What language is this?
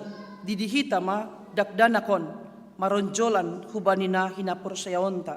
Batak Simalungun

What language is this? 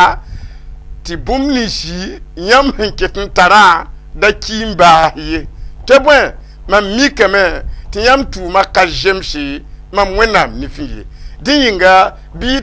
Mossi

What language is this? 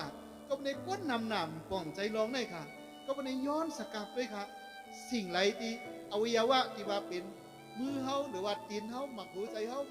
Shan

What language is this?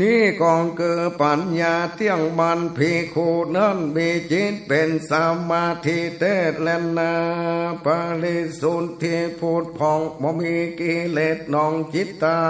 Northern Thai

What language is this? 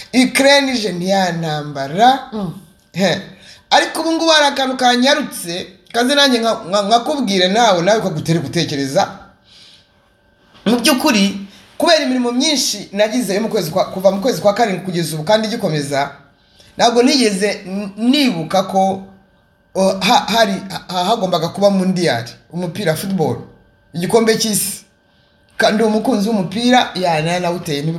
Kinyarwanda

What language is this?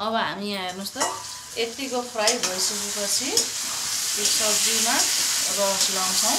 Nepali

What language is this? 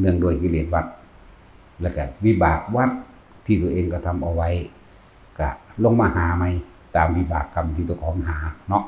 Lao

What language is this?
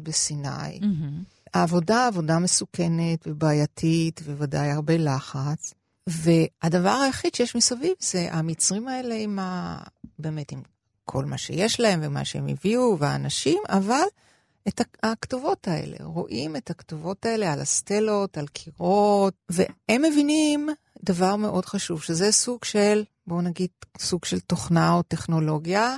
Hebrew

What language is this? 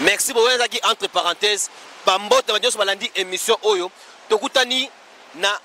Lingala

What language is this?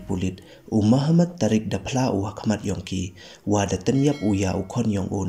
Pnar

